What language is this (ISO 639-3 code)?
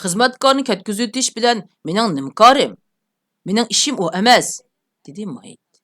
uig